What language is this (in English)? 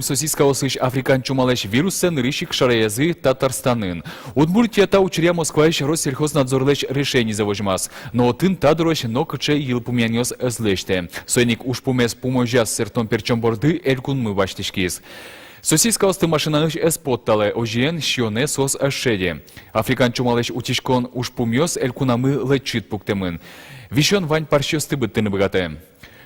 Udmurt